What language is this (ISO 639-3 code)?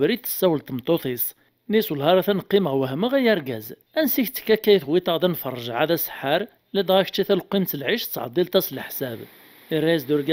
kab